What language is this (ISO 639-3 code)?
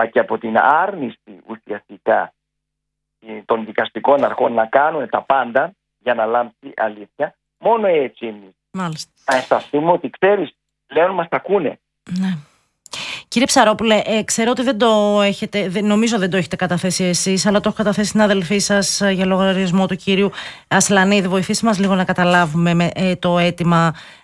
ell